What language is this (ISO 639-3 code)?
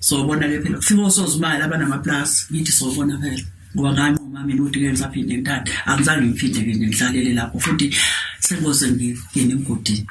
zul